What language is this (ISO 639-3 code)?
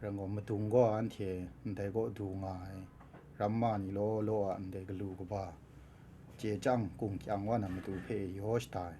kac